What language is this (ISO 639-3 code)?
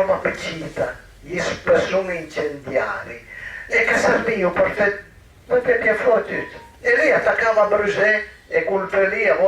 pms